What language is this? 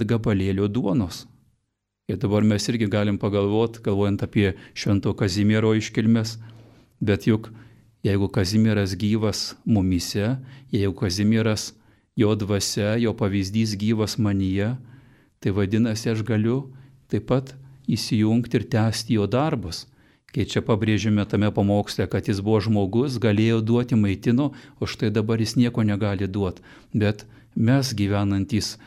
Lithuanian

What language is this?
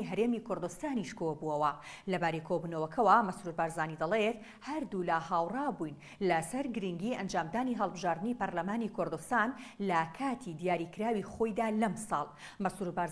Central Kurdish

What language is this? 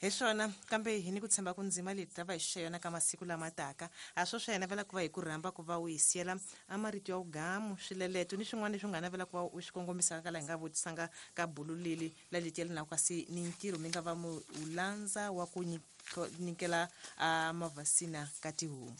Tsonga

